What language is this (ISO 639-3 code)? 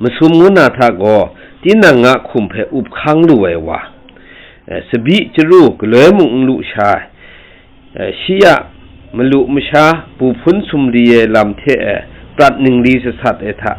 kac